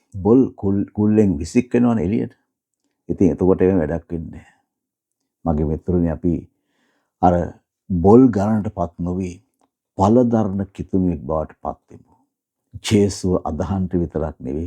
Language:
Sinhala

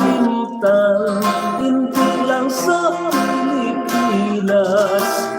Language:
Hiligaynon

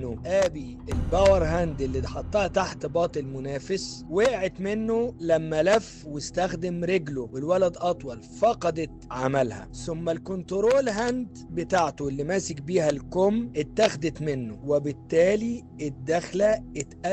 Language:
Egyptian Arabic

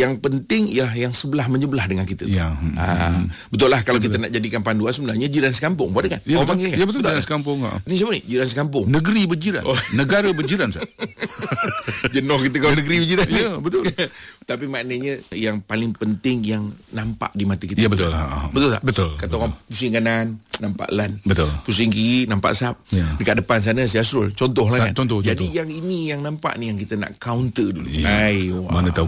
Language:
Malay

